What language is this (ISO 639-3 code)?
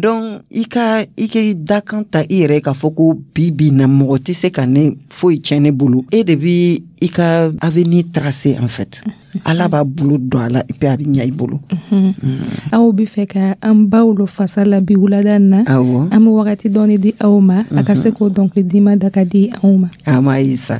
dyu